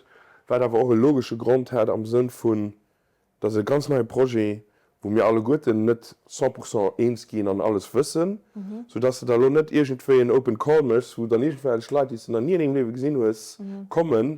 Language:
Luxembourgish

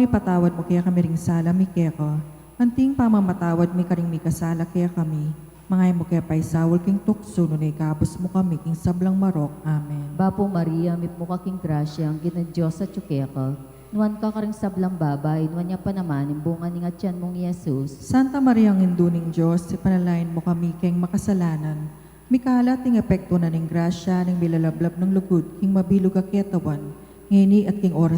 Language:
Pampanga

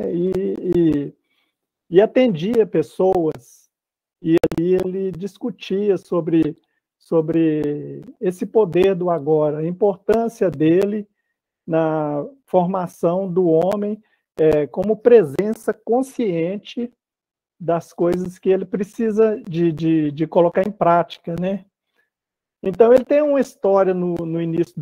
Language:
Portuguese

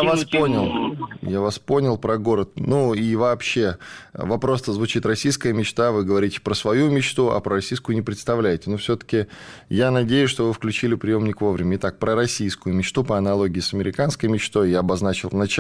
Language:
Russian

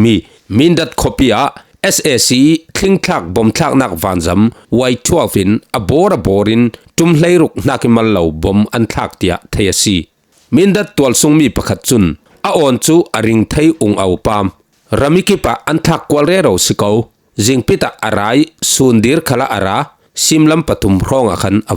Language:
Falam Chin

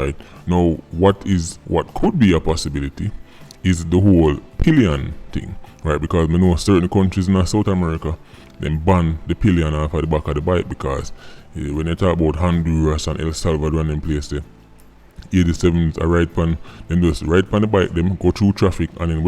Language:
Jamaican Creole English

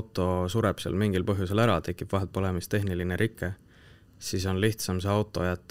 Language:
Estonian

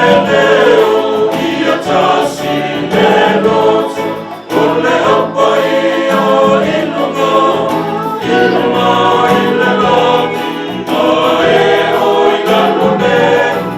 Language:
Samoan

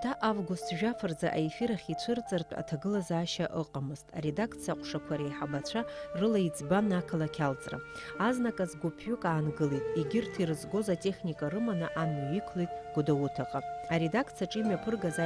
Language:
Abkhazian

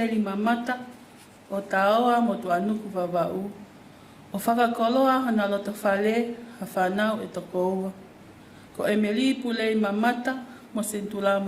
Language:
Tongan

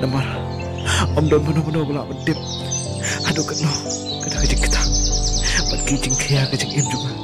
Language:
Khasi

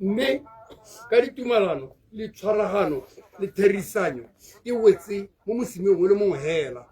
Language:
Tswana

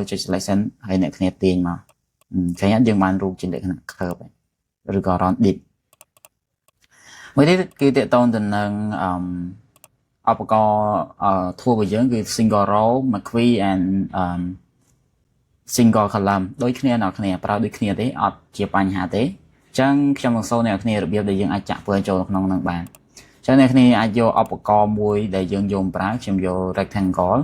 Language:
Khmer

